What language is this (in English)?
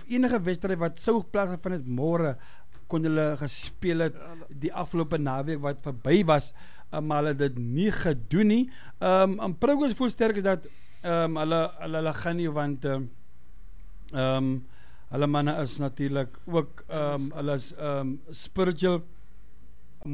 Afrikaans